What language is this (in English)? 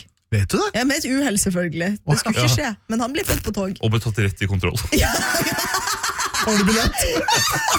Norwegian